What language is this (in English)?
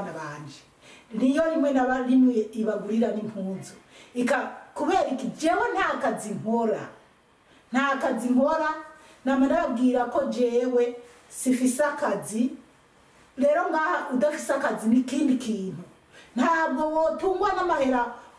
Rundi